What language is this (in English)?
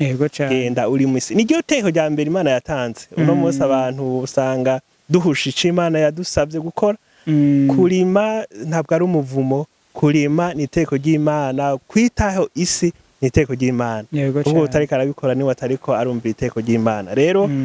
Rundi